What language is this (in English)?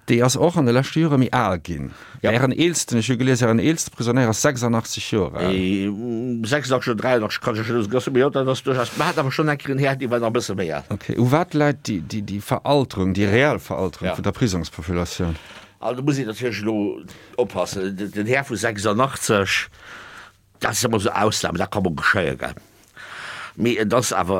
Luxembourgish